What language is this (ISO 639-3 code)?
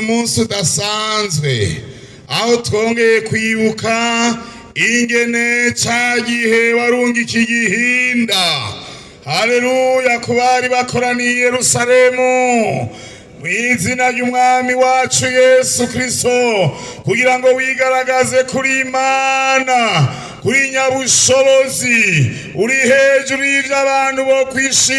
run